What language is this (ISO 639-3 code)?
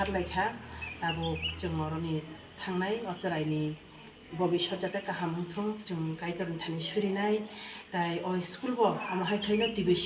trp